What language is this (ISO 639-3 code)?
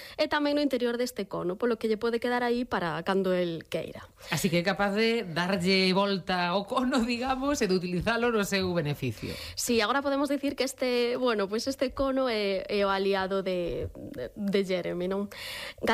glg